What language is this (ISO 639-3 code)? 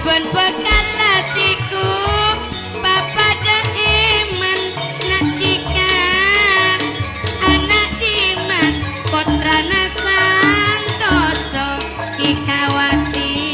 mad